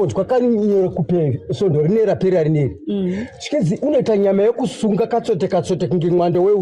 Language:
Shona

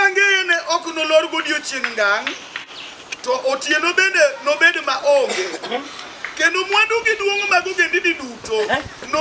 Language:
Luo (Kenya and Tanzania)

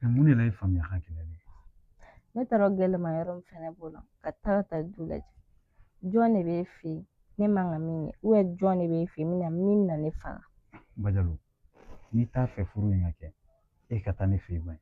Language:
Bambara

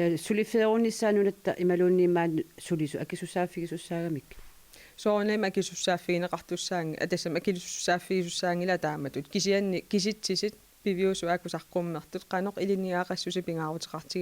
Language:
Kalaallisut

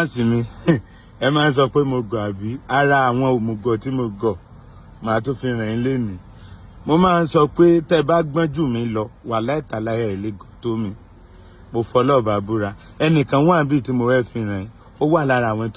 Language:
Yoruba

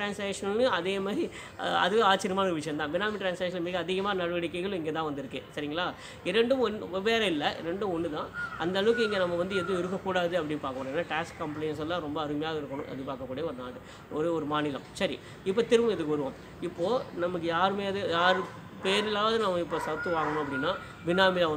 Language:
Tamil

